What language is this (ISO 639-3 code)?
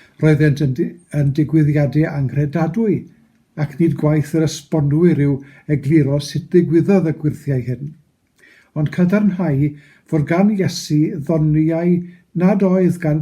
cym